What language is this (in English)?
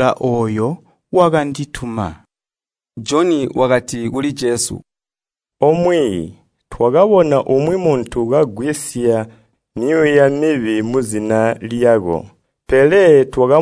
Tonga (Zambia)